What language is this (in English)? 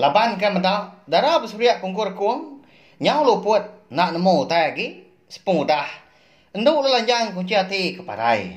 Iban